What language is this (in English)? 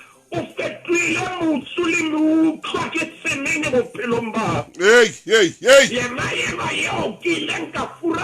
Southern Sotho